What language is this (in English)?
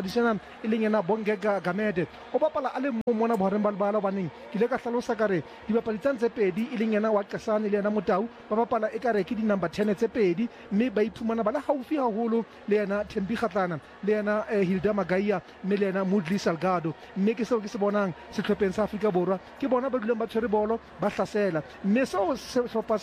Southern Sotho